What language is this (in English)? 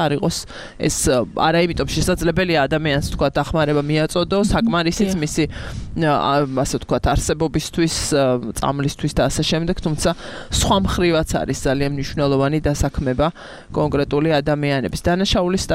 Georgian